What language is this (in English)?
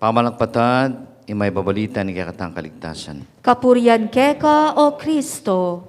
Pampanga